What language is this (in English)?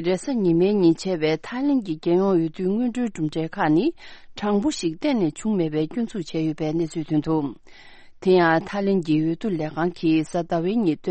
Tibetan